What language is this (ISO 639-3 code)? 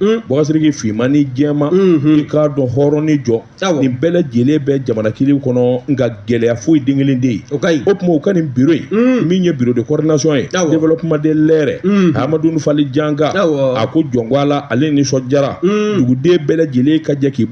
bam